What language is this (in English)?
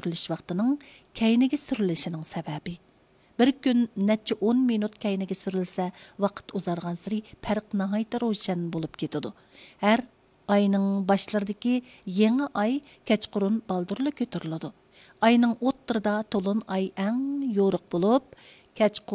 Uyghur